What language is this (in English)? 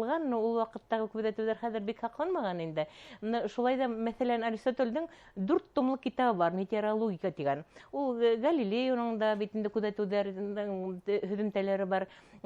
Bashkir